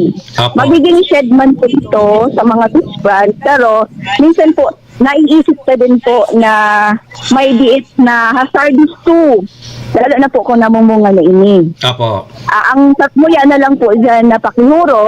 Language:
Bikol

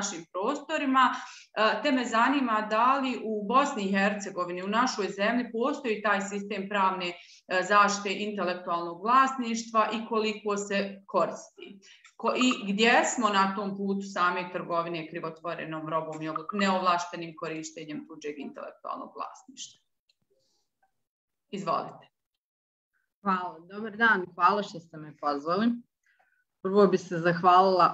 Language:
Bosnian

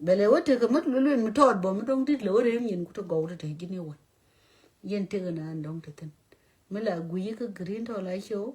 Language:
Nuer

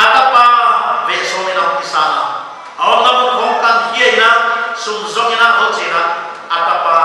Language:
Paite Chin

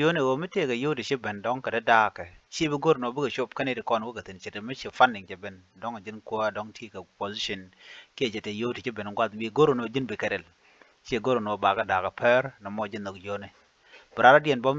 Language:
Nuer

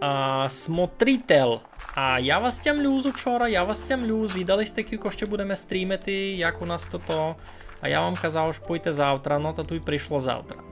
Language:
Rusyn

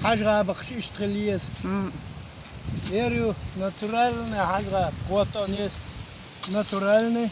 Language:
Chechen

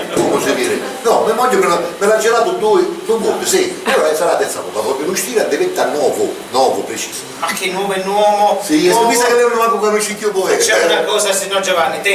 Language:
Sicilian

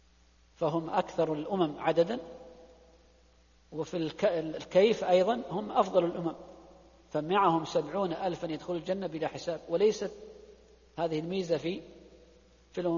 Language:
Arabic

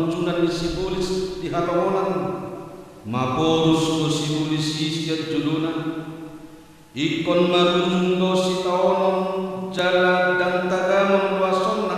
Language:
Batak Toba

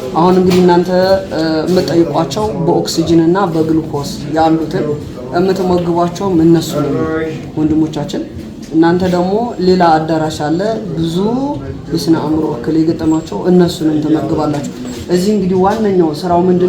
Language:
Amharic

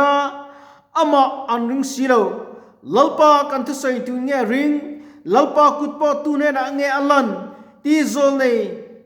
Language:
Mizo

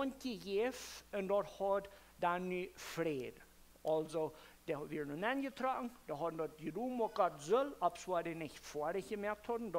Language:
Plautdietsch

